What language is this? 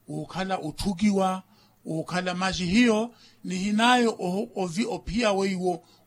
Makhuwa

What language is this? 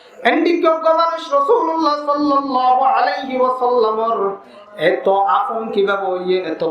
Rohingya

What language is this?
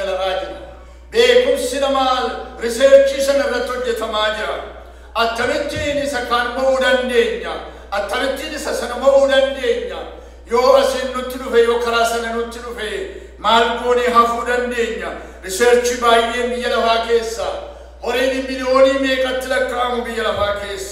Oromo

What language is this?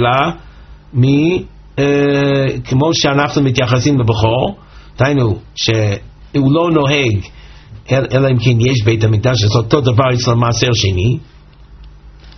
Hebrew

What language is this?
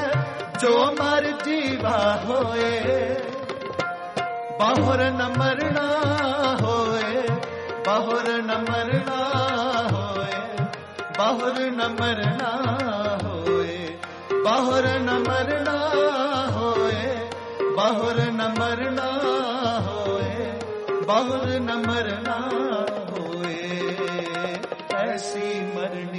Hindi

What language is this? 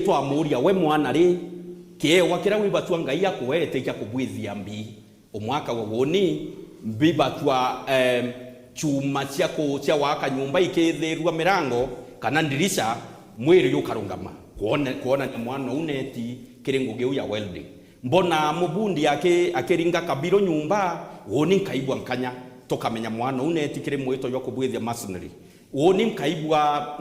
Meru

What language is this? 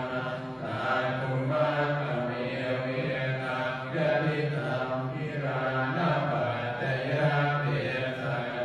Pali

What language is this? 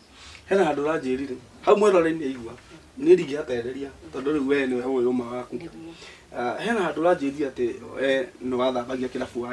Kikuyu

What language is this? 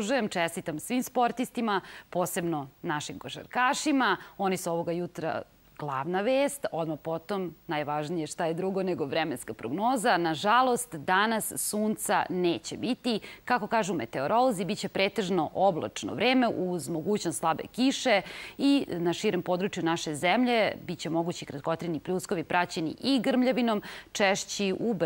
Serbian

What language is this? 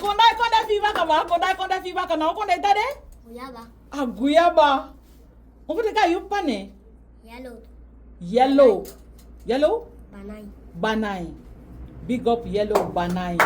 Saramaccan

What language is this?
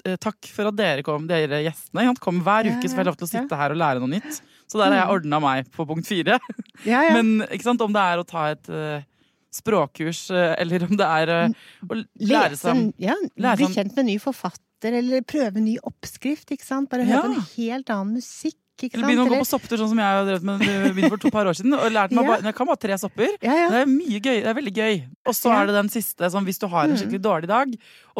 Norwegian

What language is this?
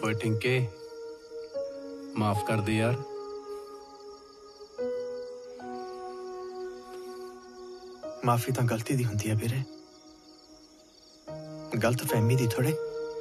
Punjabi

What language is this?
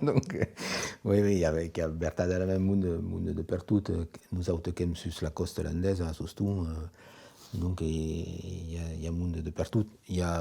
Occitan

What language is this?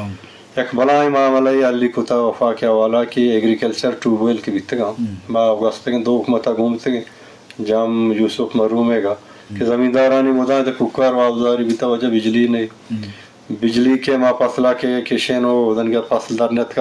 Eastern Balochi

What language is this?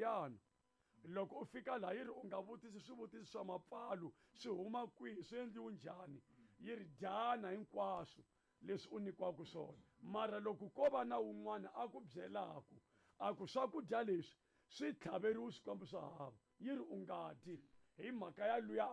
Tsonga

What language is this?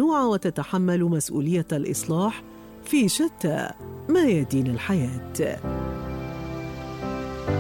Arabic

